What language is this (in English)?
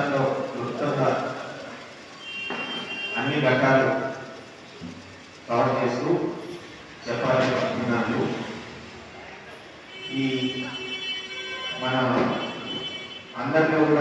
Telugu